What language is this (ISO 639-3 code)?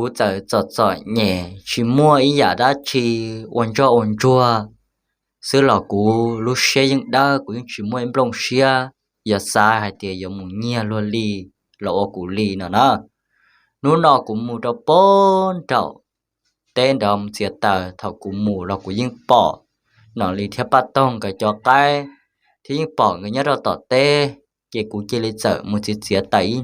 hmn